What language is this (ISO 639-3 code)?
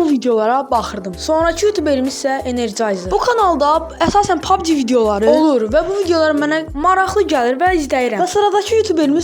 aze